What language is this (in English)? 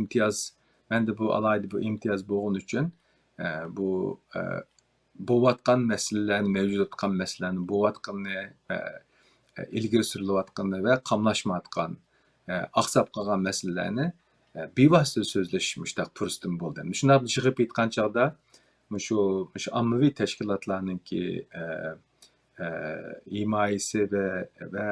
Uyghur